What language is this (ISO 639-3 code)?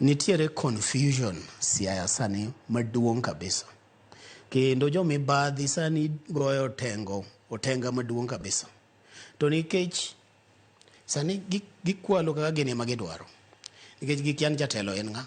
luo